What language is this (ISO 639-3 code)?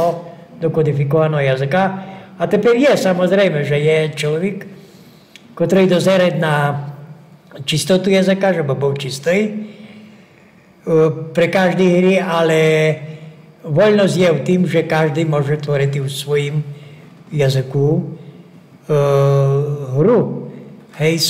slk